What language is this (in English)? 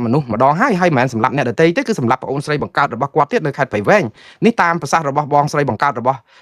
Khmer